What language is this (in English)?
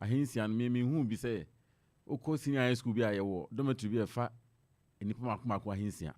Akan